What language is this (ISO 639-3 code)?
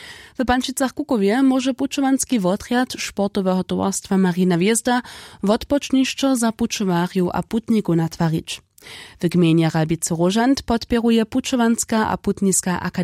hsb